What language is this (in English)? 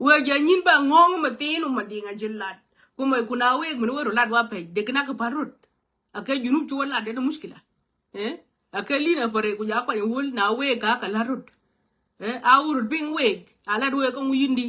Nuer